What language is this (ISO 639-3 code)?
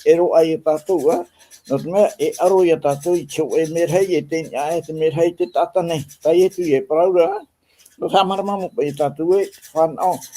tah